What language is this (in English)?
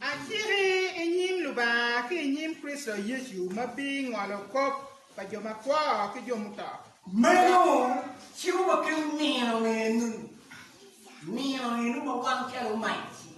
Acoli